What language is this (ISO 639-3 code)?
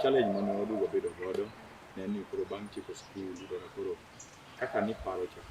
luo